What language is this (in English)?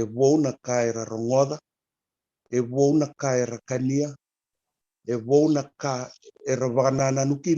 Fijian